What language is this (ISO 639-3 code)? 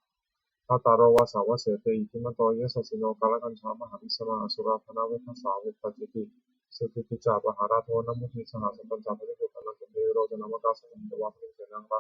pli